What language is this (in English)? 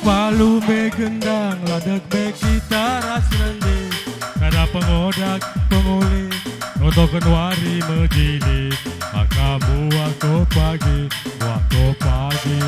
Batak Karo